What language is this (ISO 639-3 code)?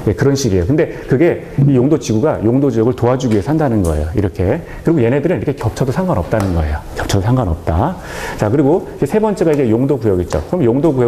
kor